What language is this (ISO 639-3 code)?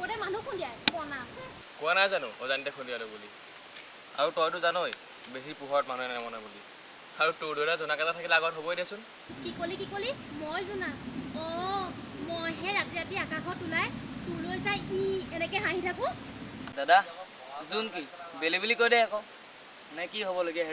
asm